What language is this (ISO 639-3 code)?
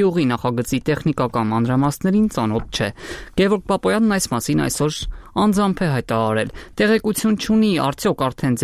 hye